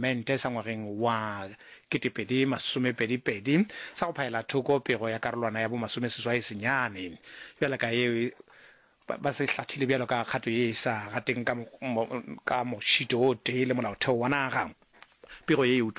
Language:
Northern Sotho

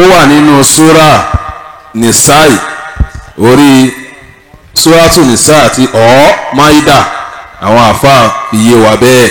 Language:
Yoruba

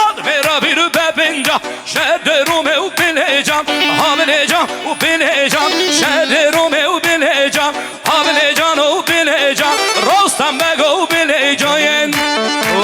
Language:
Kurdish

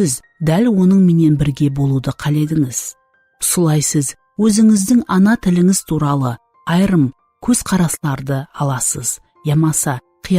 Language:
Kara-Kalpak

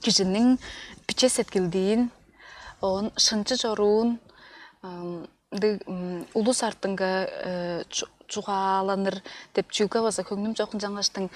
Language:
Tuvinian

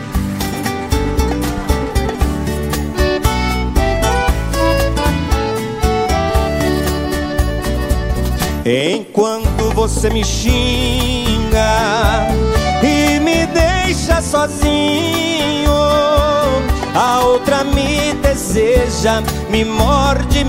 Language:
Portuguese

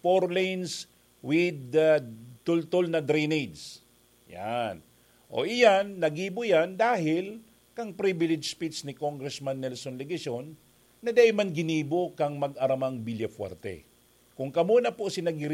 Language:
Bikol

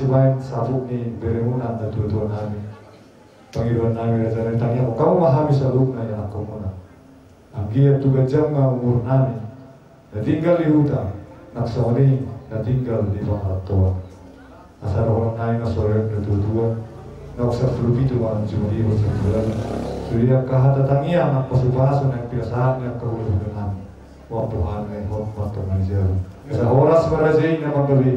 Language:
Batak Toba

